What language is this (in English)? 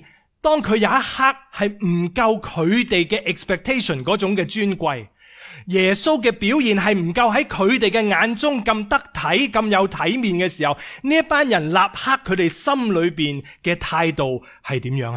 Cantonese